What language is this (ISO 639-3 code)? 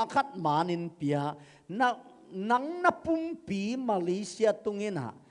ctd